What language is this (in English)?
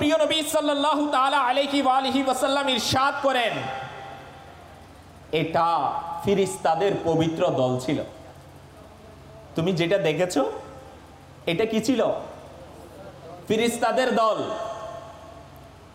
Bangla